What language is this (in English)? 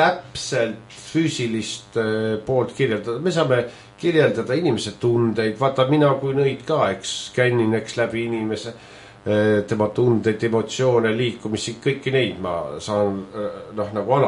Estonian